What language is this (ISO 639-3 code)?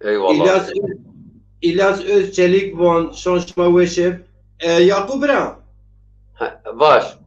zza